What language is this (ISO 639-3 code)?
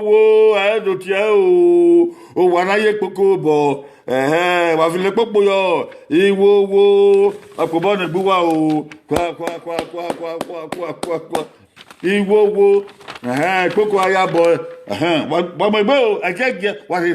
bin